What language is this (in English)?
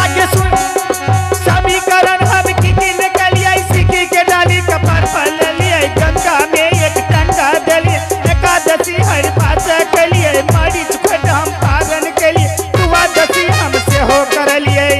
Angika